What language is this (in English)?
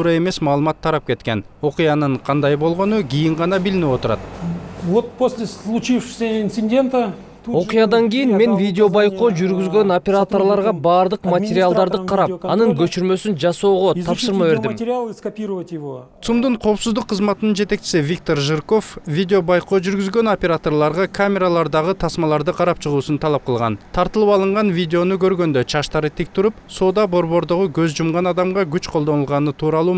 Kyrgyz